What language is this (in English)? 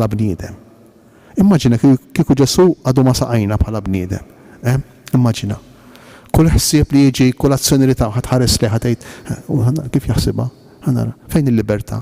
Maltese